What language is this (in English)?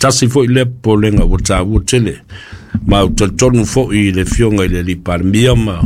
Samoan